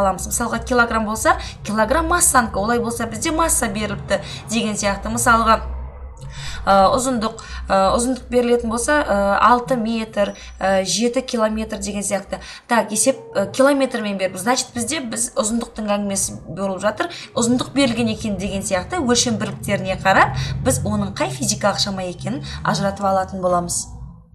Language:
Kazakh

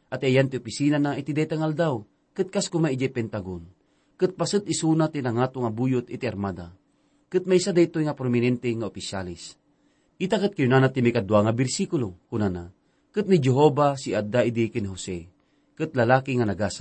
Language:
Iloko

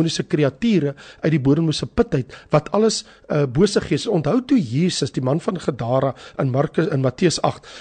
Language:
Afrikaans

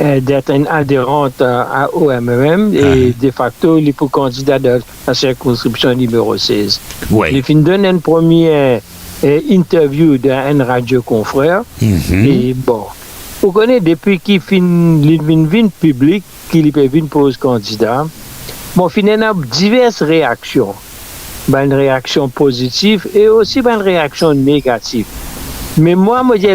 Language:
Morisyen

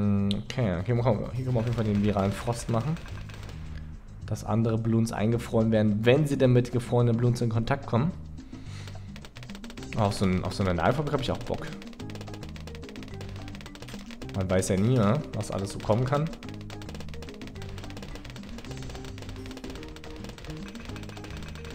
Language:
German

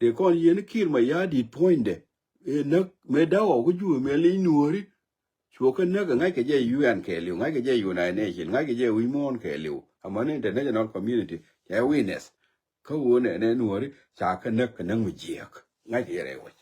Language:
Nuer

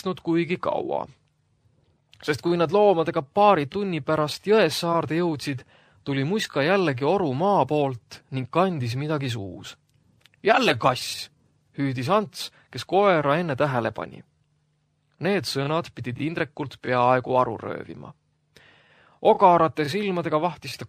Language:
Estonian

